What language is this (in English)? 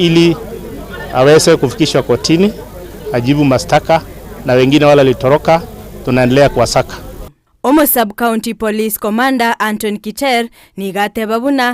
Gusii